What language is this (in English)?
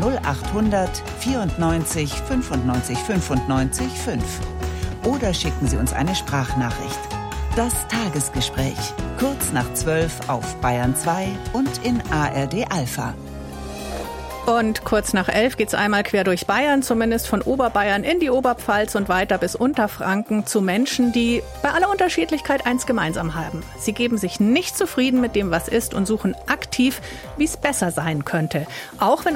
German